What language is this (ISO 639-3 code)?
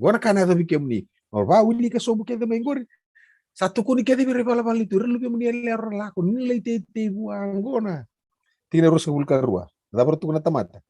fij